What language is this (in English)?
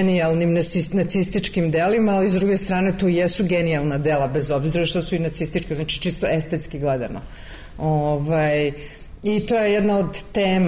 Serbian